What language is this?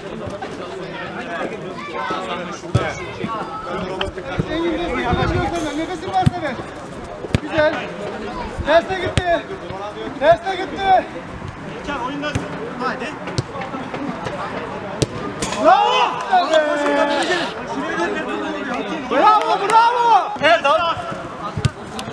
Turkish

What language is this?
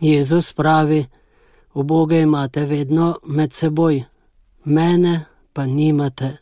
Slovenian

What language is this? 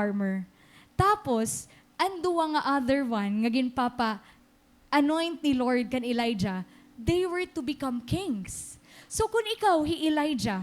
Waray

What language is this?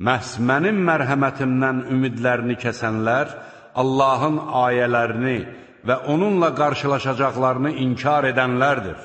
Azerbaijani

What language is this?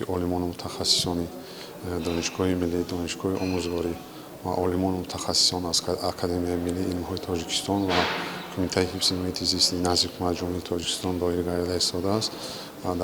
Tajik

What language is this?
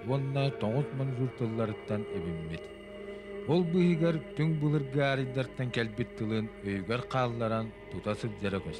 Yakut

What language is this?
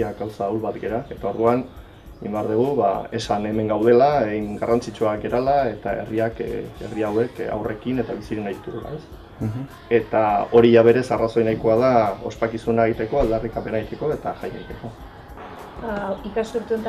Basque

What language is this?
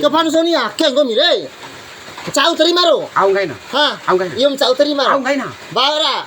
Bima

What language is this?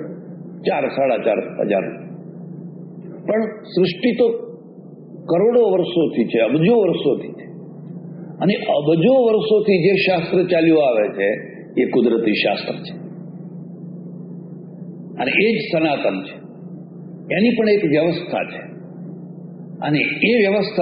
Gujarati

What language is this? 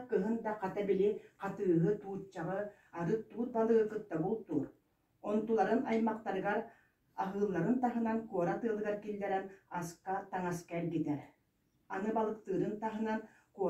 Yakut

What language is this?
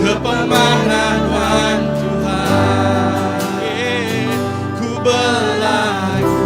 Iban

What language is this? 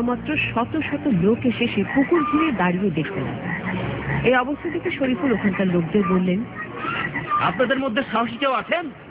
Bangla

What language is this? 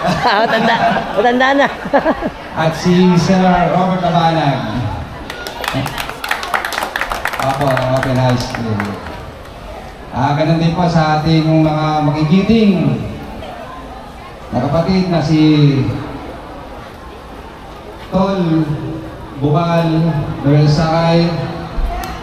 Filipino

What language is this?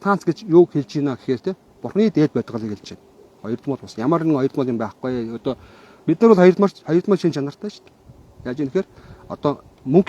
Mongolian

